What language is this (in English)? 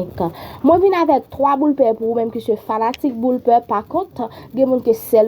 Haitian Creole